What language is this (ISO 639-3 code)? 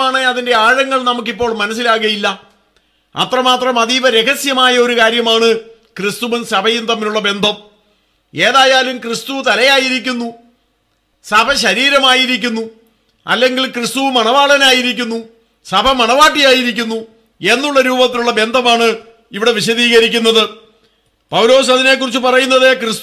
mal